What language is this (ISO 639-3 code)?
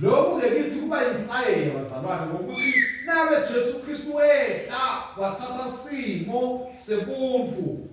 ssw